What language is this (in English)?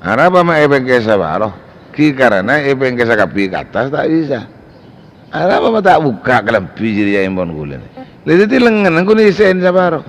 Madurese